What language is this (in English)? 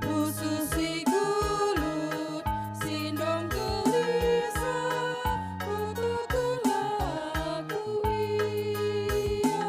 Batak Karo